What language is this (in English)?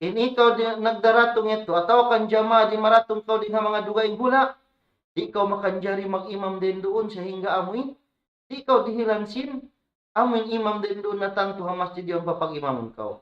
Tausug